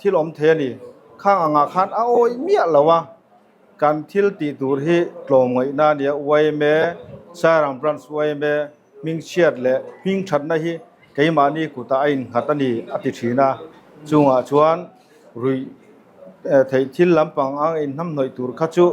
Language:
Mizo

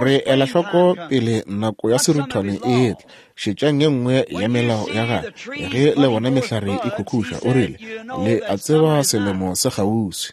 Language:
Northern Sotho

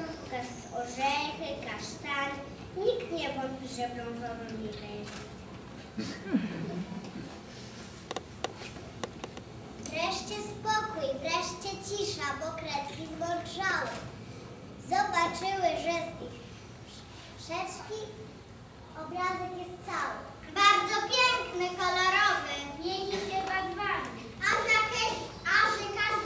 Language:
Polish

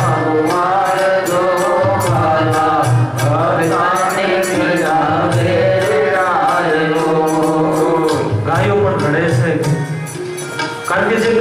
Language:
Gujarati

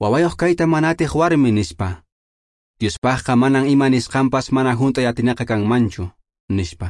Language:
Quechua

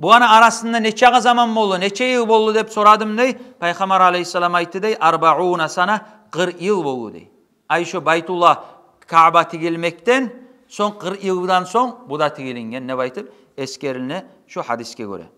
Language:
Kumyk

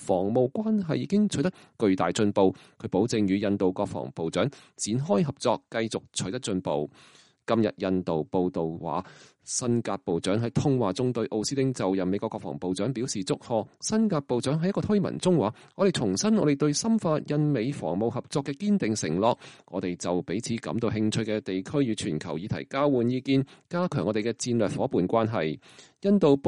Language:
Cantonese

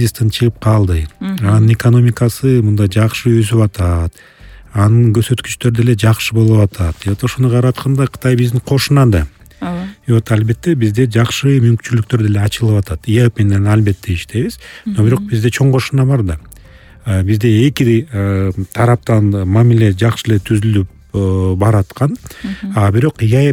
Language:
Kyrgyz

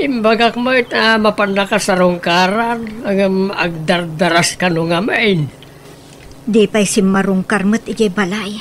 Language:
Iloko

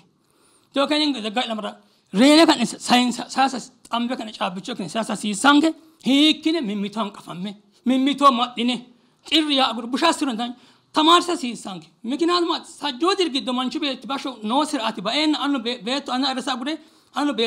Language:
Sidamo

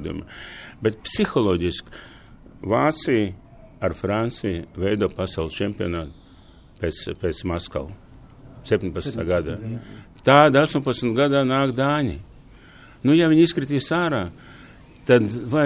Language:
Latvian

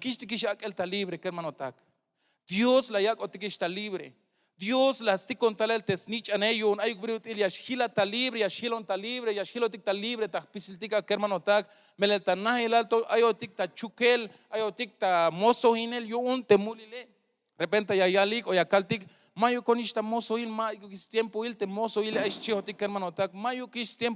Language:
Tzeltal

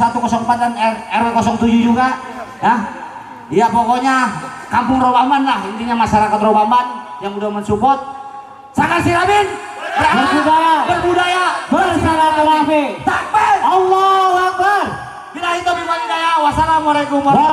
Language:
Betawi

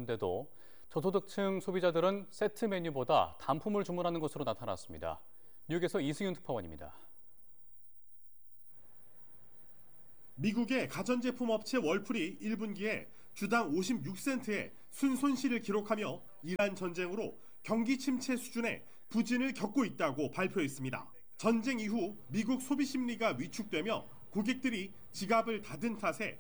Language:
Korean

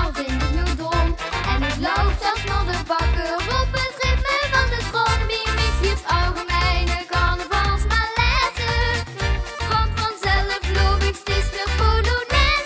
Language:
Limburgish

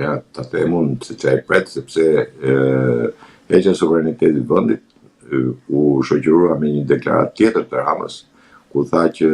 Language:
Albanian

